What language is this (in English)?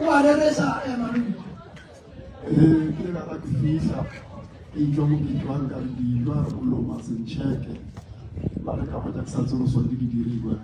Northern Sotho